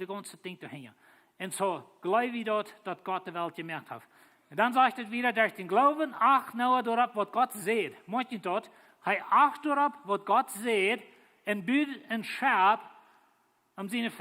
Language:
Plautdietsch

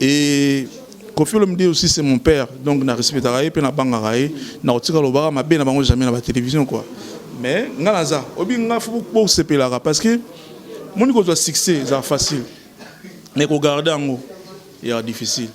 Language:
Lingala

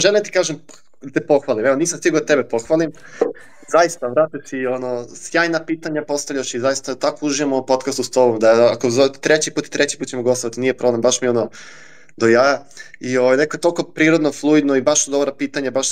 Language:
Serbian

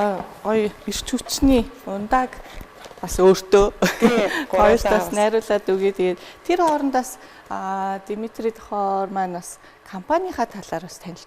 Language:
Mongolian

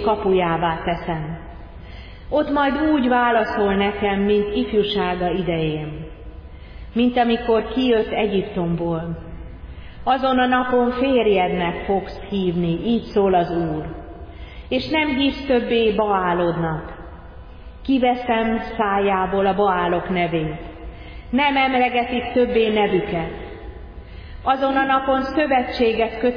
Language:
Hungarian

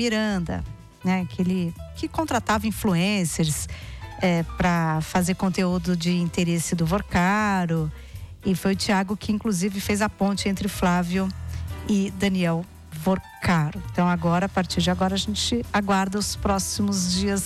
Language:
Portuguese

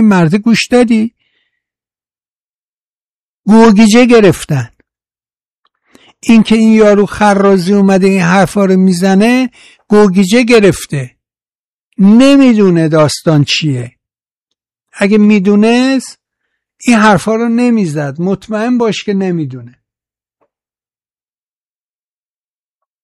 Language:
Persian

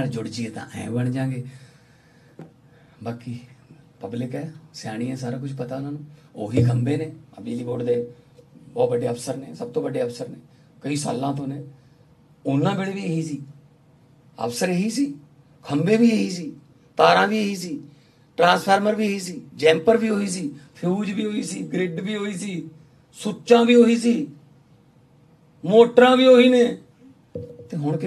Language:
Punjabi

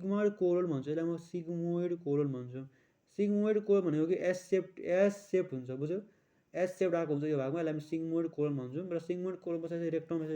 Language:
Nepali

